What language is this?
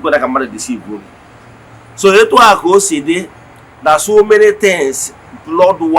Igbo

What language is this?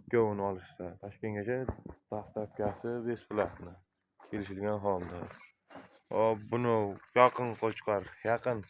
Uzbek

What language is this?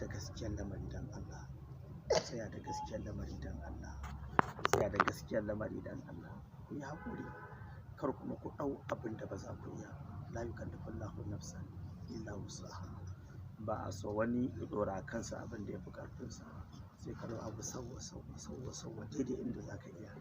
Hausa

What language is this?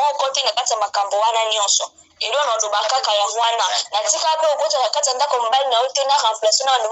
Lingala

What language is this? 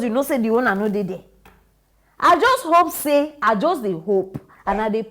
Nigerian Pidgin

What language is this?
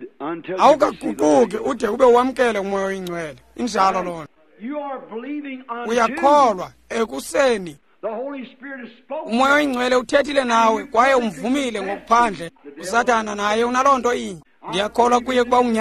Xhosa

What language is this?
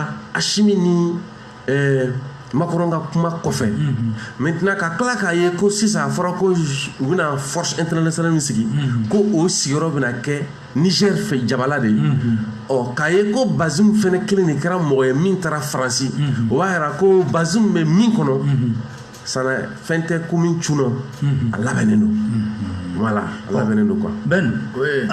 Bambara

